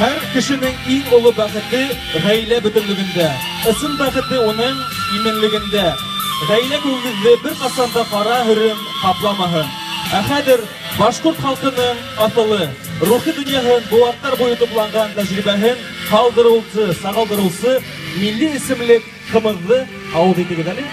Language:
Bashkir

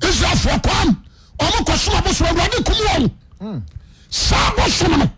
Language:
Akan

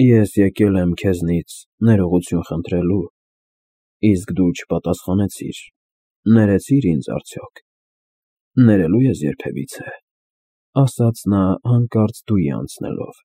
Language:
Armenian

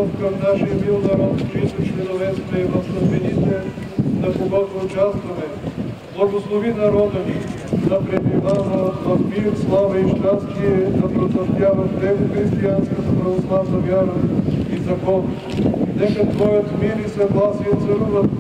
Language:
Bulgarian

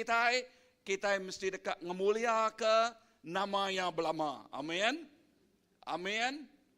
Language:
Iban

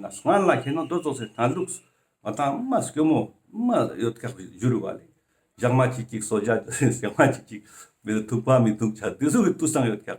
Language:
Ladakhi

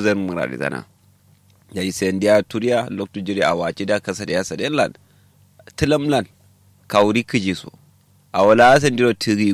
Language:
Kanuri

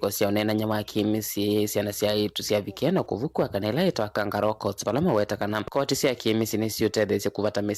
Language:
Kamba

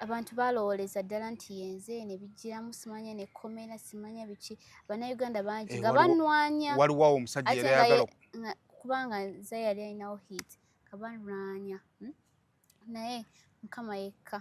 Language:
Ganda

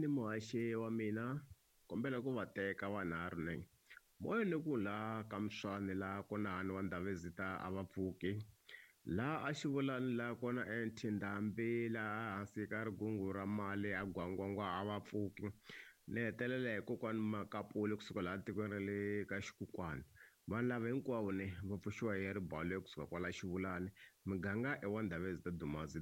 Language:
Tsonga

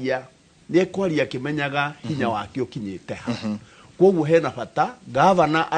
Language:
Kikuyu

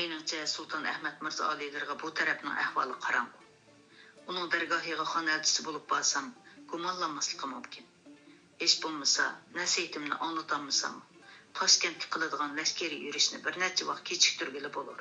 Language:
Uyghur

